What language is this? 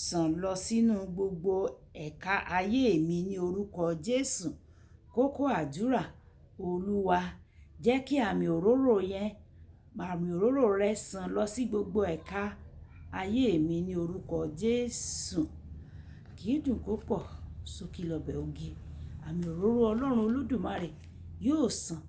Yoruba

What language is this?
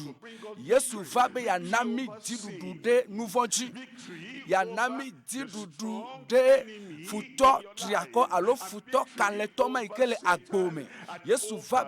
Ewe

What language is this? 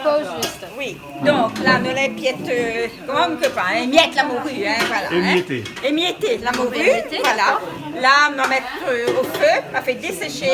Réunion Creole French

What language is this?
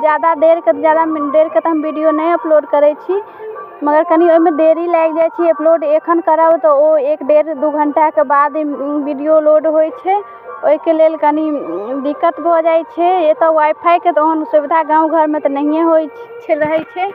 Maithili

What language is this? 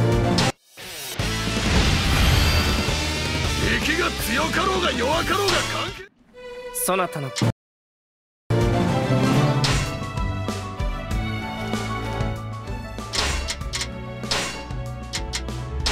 Japanese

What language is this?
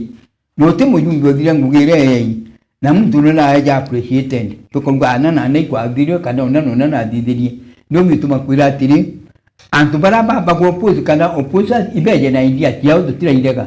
Meru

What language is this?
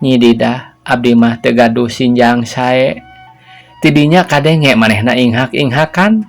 Sundanese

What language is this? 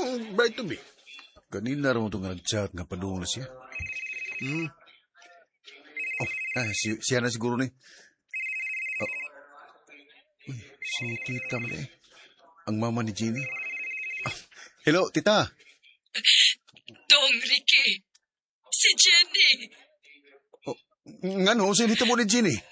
Cebuano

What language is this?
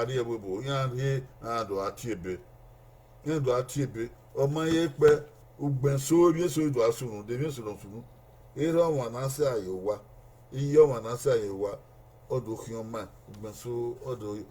Bini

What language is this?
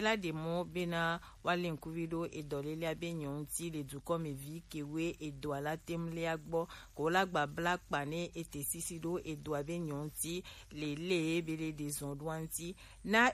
Gen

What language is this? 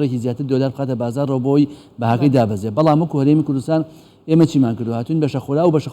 Central Kurdish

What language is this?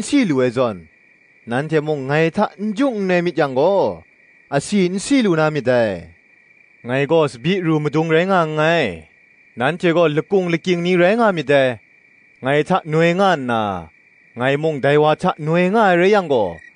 Kachin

